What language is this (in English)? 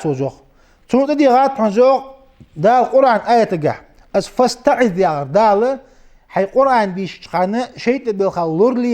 Ingush